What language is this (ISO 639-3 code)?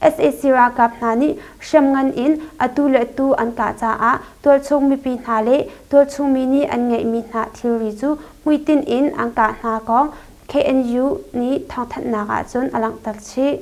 cnh